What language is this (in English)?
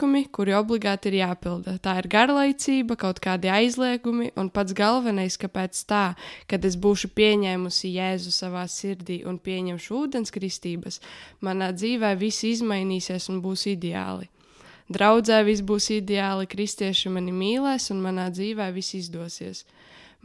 Latvian